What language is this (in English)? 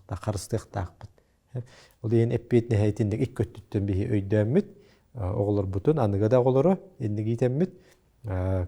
Yakut